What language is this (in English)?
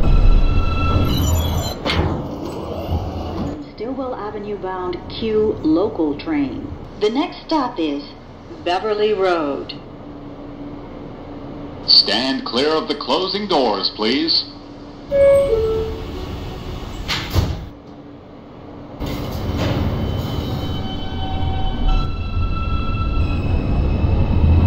English